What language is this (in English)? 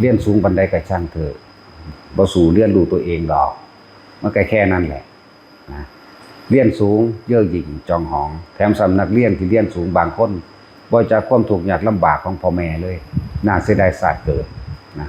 Northeastern Thai